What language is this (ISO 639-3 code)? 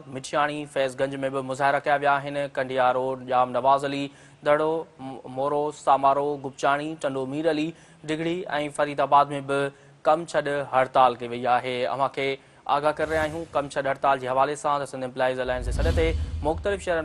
snd